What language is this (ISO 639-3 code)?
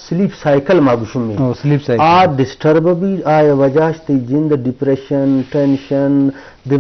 bgp